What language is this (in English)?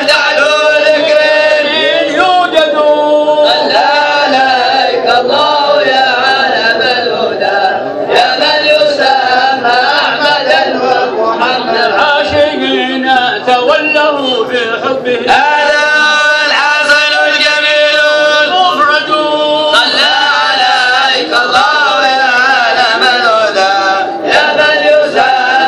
Arabic